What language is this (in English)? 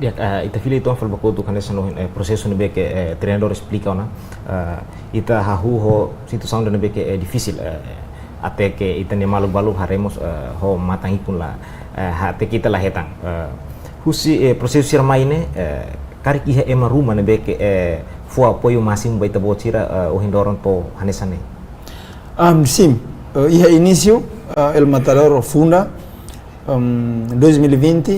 Tetum